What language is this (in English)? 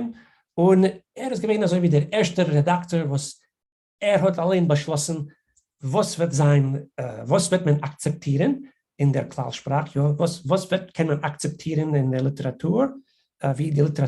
Yiddish